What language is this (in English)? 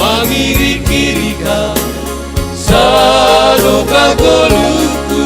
Batak Simalungun